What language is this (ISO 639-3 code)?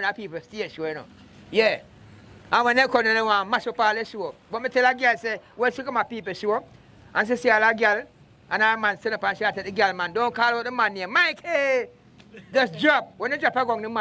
jam